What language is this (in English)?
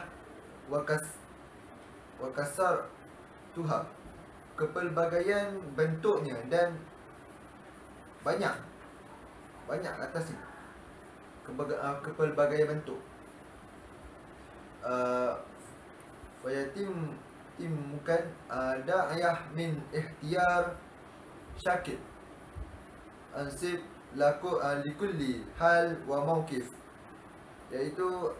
Malay